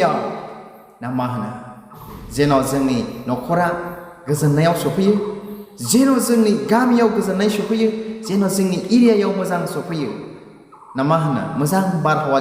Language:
Bodo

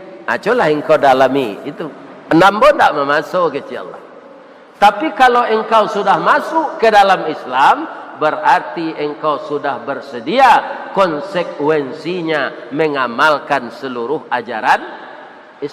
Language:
Minangkabau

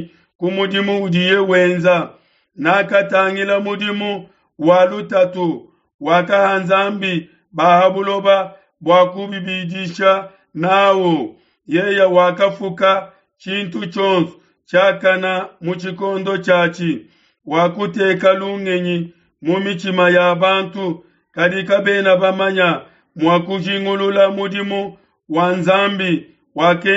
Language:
Luba-Lulua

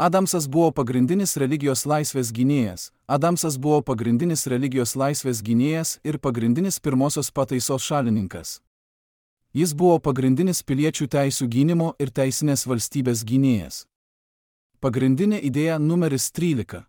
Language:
Lithuanian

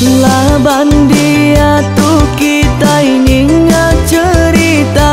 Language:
Iban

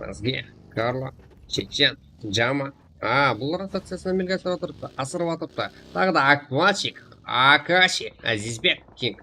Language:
Kara-Kalpak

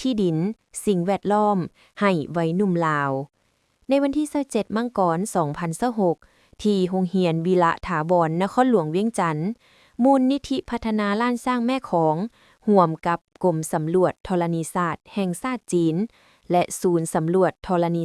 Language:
Lao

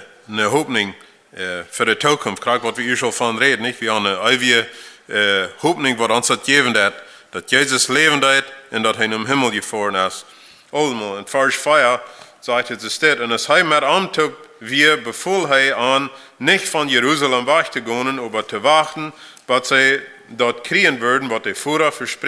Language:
Plautdietsch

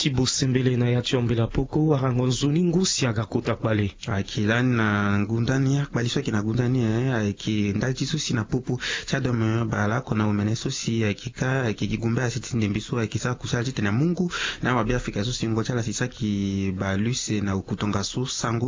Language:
Sango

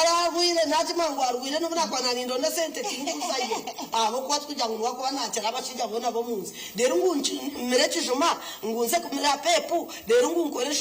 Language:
Nyankole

